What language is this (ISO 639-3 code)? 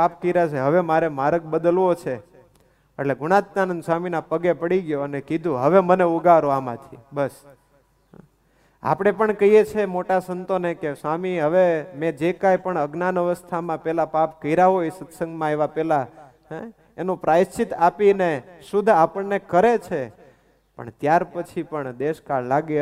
guj